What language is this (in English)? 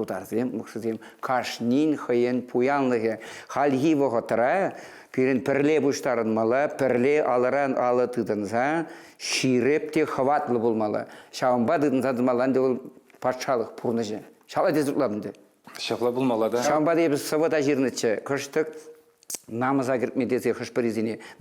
Chuvash